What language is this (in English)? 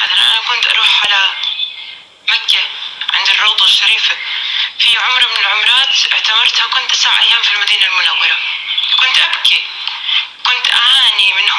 North Levantine Arabic